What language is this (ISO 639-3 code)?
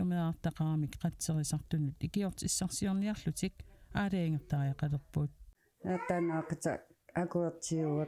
kal